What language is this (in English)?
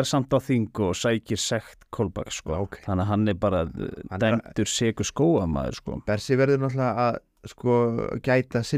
Icelandic